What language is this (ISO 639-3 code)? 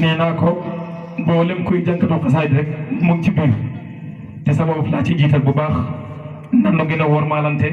wol